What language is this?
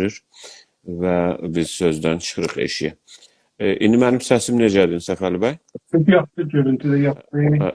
South Azerbaijani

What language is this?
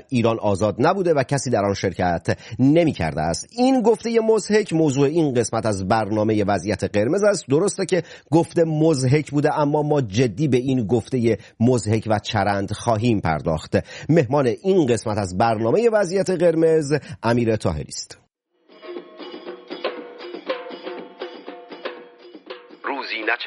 Persian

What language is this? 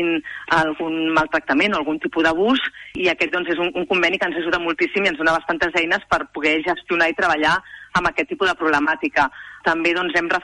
Catalan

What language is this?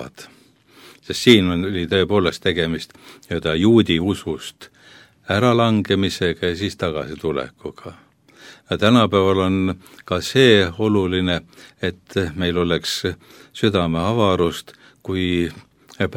Estonian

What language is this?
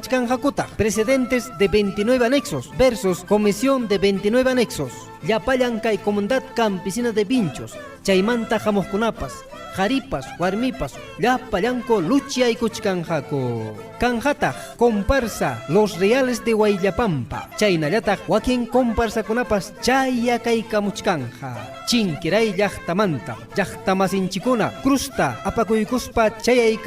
Ayacucho Quechua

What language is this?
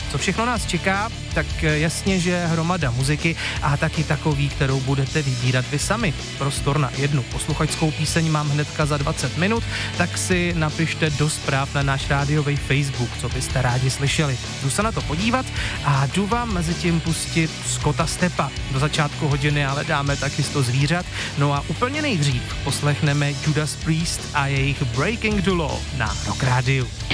Czech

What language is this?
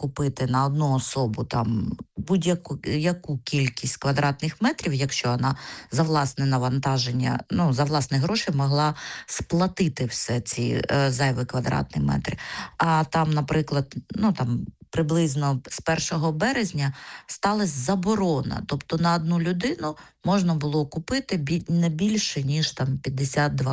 Ukrainian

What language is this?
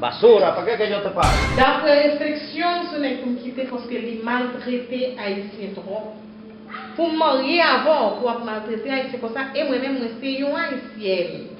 Haitian Creole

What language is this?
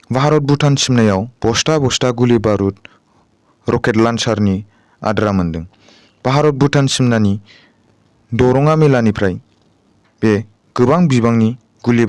Bodo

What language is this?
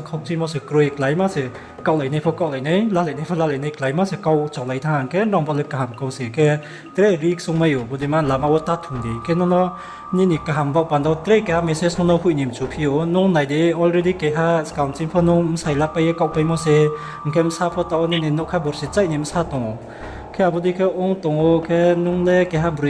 Riang (India)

